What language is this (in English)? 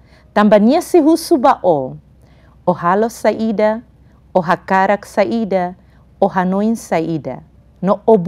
Tetum